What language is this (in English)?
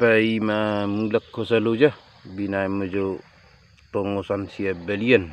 Batak Toba